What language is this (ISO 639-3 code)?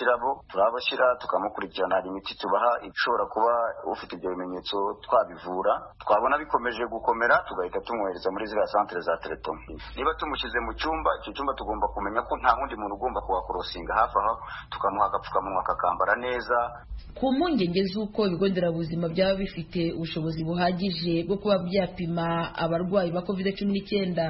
kin